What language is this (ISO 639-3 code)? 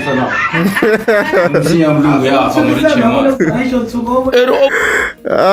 tso